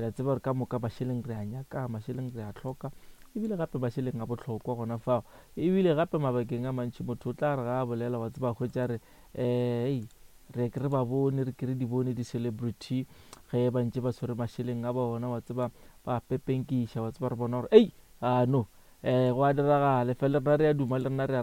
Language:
Northern Sotho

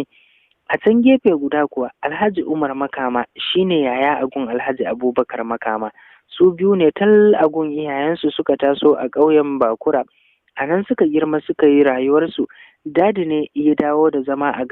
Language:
Hausa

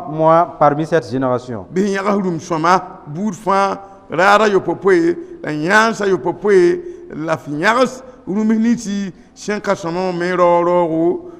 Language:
Mossi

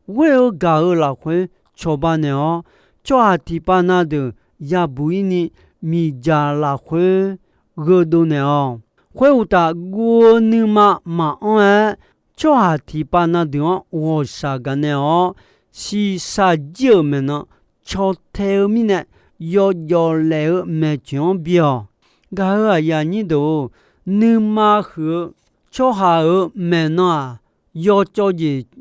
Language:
Akha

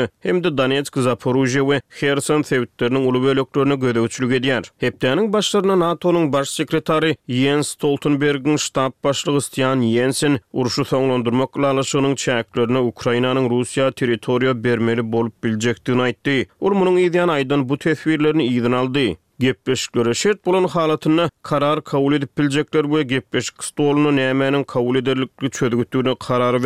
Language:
Turkmen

